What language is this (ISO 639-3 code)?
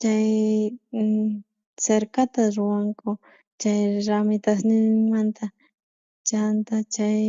quh